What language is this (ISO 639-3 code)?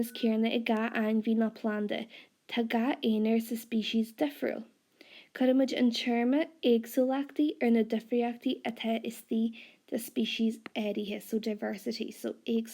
gle